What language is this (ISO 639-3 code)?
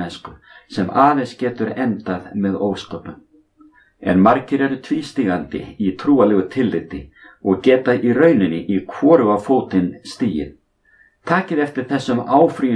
isl